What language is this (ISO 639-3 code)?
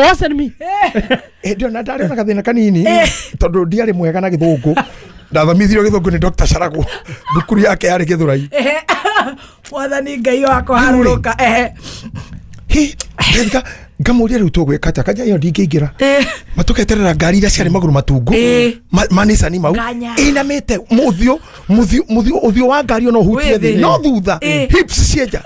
kik